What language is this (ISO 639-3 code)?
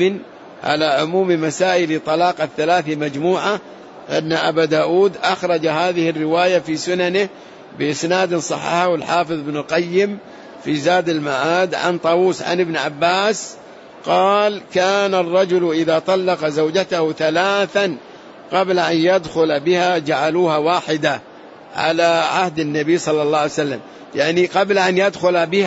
ara